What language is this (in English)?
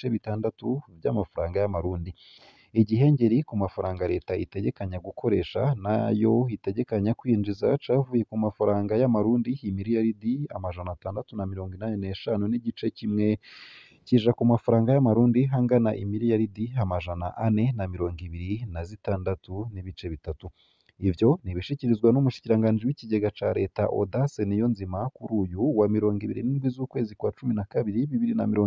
Rundi